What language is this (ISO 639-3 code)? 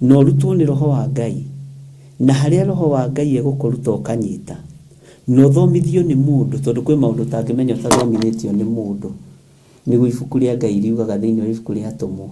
kik